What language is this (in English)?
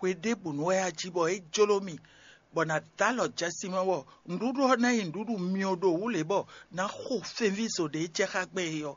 Fon